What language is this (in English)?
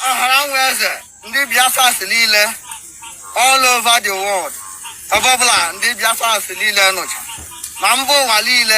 Igbo